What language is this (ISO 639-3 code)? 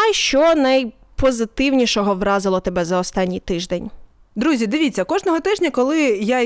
ukr